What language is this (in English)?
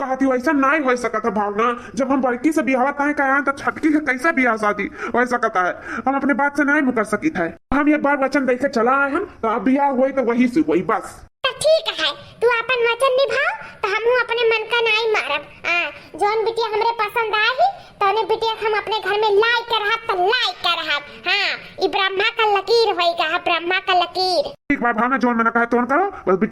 Awadhi